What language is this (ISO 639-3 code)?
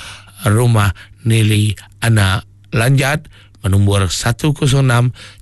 iba